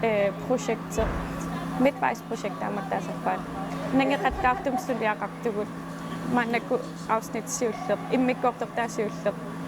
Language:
Kalaallisut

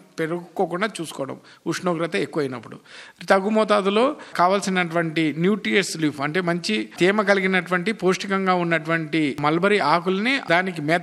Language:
Telugu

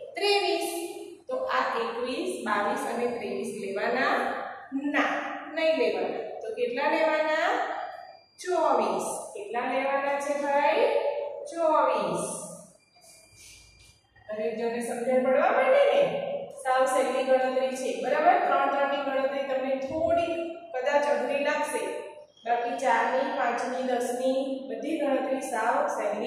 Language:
Gujarati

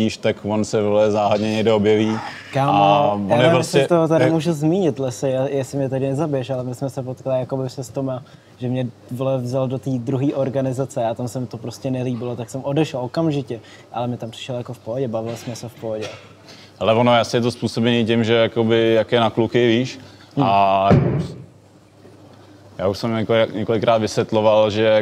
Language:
Czech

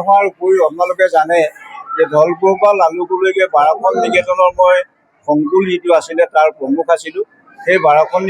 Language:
Assamese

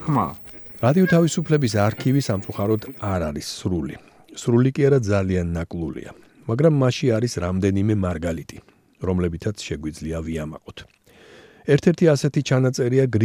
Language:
Georgian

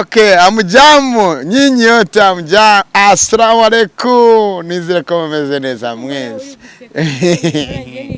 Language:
Kinyarwanda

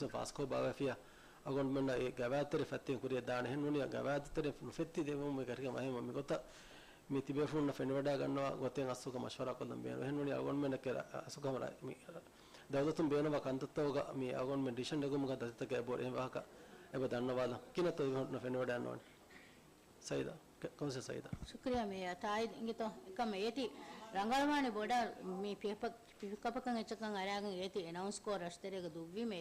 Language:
Divehi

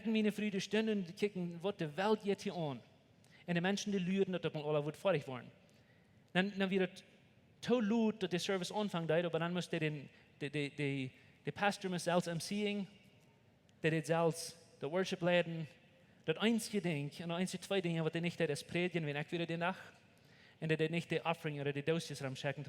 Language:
Plautdietsch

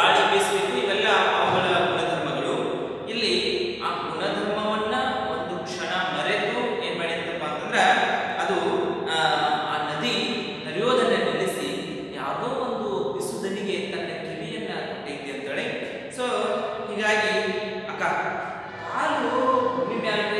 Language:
Kannada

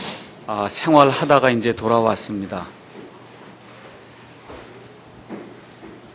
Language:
Korean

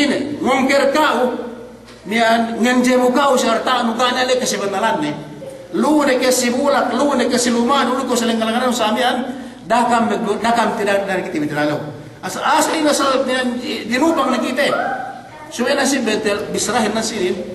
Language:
Yakan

